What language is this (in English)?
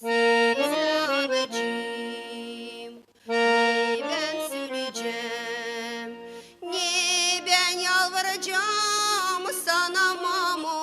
Gagauz